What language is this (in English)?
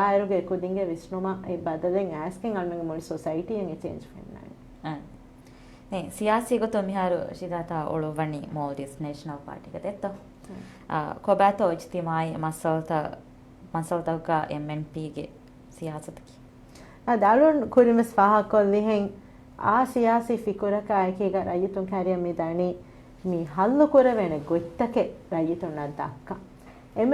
Divehi